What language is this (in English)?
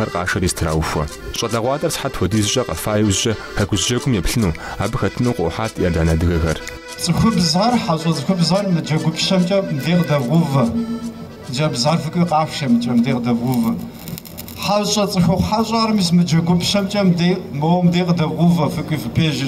Kabardian